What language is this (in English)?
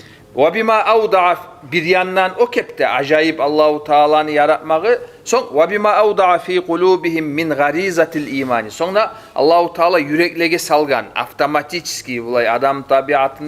Kumyk